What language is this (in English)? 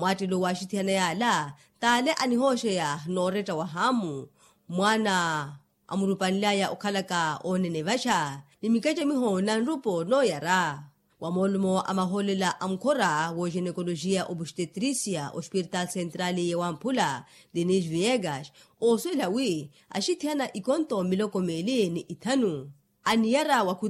Makhuwa